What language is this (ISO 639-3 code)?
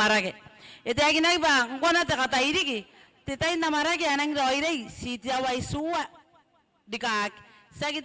gil